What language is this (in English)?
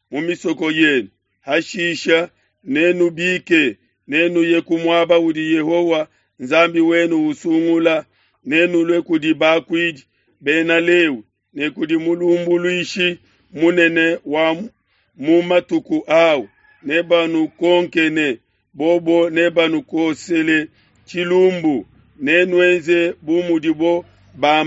Luba-Lulua